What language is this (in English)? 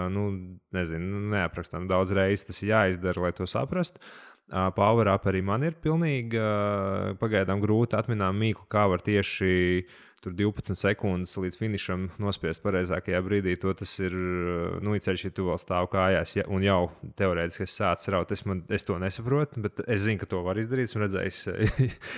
Latvian